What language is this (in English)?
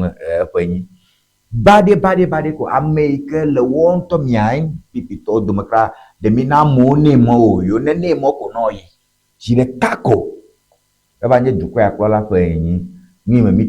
Ewe